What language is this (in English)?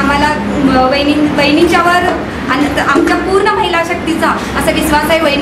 Marathi